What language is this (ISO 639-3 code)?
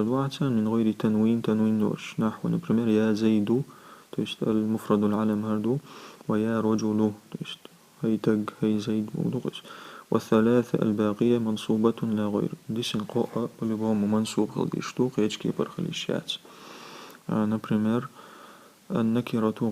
che